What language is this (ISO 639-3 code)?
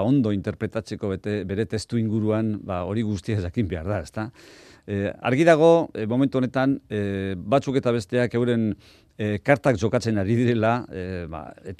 eus